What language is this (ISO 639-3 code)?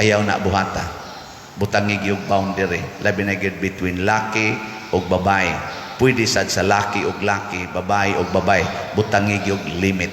ceb